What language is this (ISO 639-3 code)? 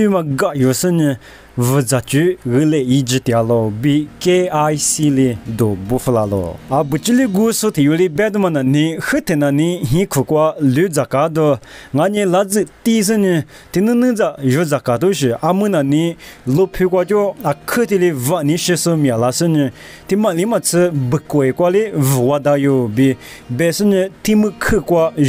lis